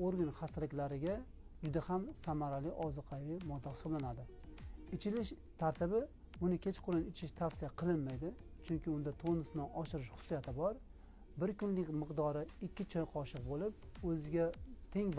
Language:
Uzbek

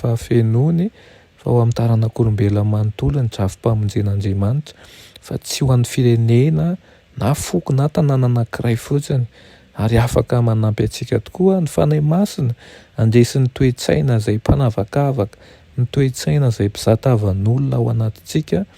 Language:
Malagasy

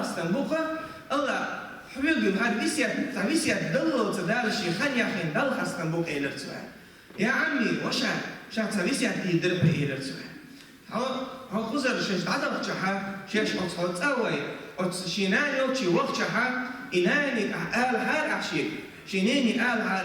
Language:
Chechen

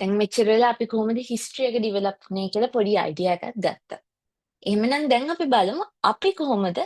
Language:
Sinhala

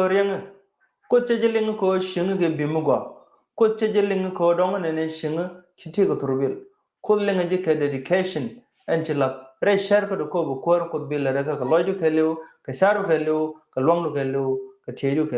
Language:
Nuer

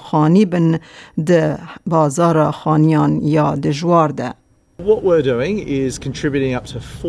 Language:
Kurdish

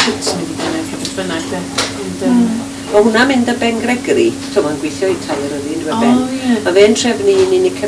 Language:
Welsh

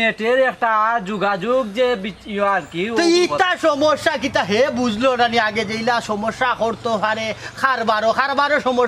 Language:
Sylheti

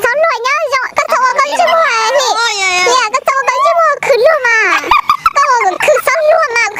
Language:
Hmong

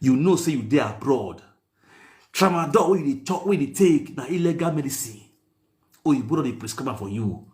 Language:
Nigerian Pidgin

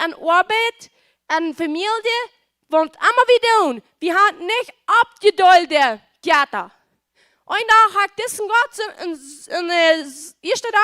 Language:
Plautdietsch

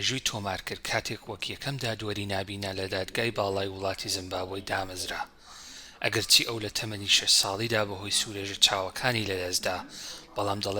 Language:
Central Kurdish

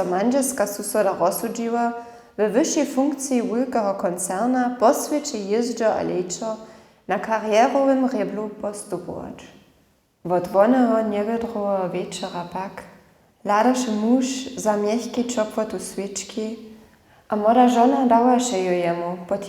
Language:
Upper Sorbian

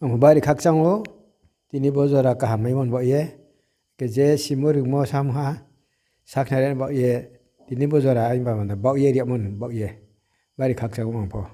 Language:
Riang (India)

